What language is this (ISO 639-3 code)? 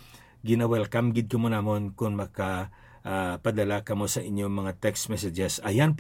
hil